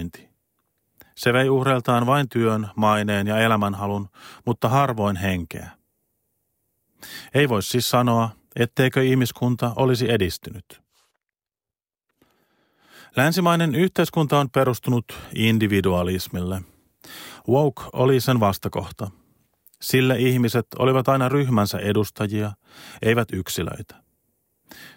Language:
Finnish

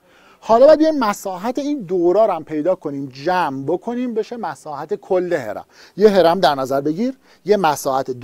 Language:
Persian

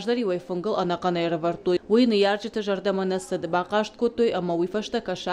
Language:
Ossetic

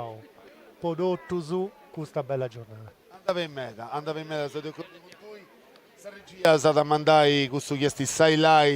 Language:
Sardinian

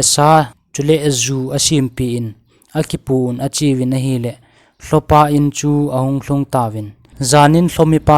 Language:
Thado Chin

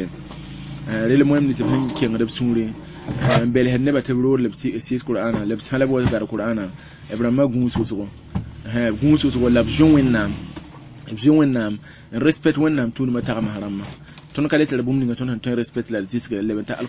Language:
Mossi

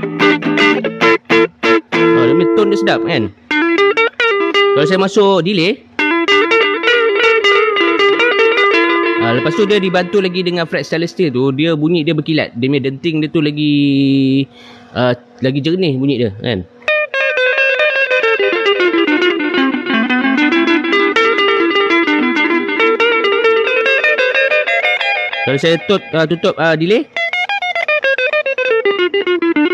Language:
Malay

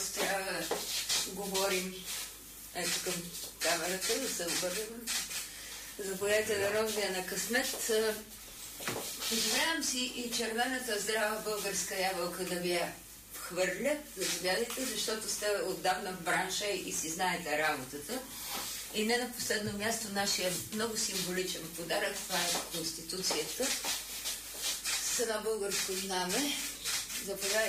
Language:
Bulgarian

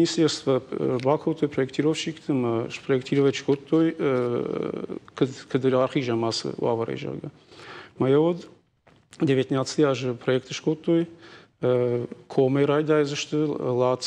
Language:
Ossetic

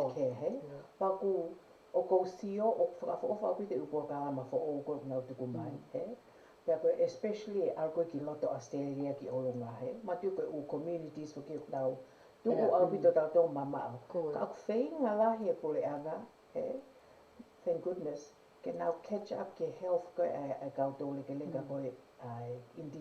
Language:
Tongan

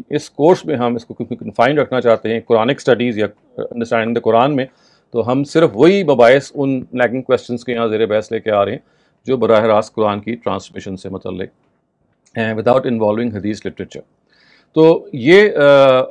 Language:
Urdu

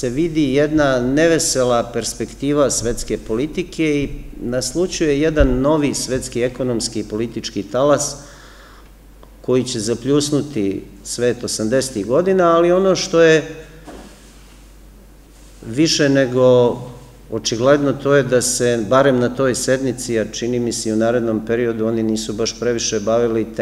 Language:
Serbian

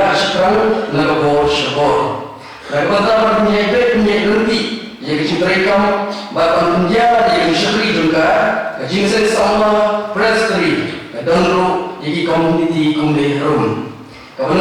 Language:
Khasi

